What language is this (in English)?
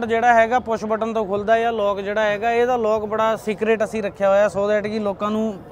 Punjabi